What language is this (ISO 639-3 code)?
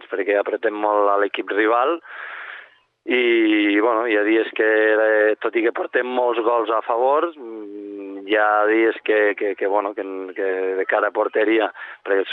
cat